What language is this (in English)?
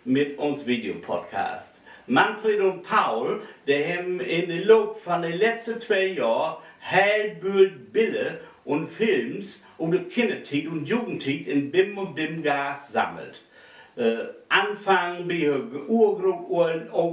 Low German